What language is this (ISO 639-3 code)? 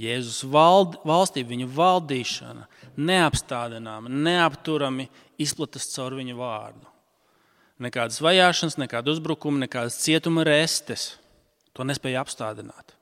lav